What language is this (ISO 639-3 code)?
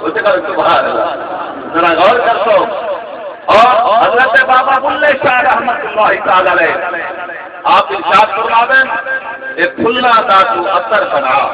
skr